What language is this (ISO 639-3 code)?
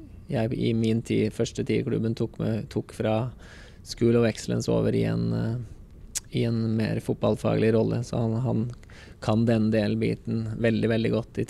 nor